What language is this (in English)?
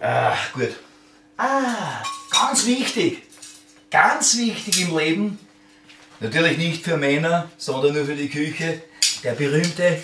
Bavarian